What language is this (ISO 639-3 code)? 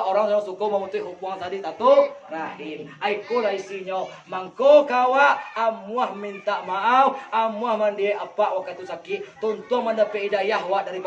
min